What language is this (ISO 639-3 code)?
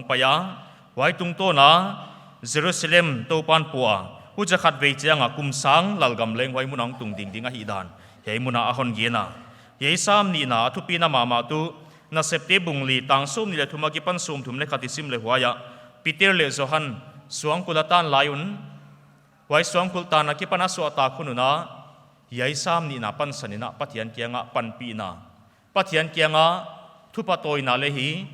pck